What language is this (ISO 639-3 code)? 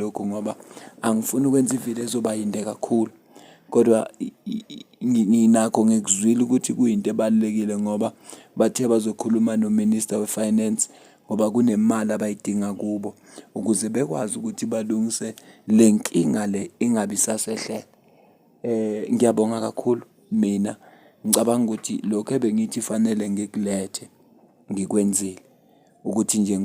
zul